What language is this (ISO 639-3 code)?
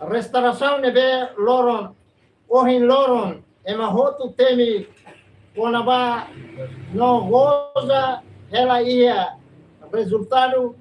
tet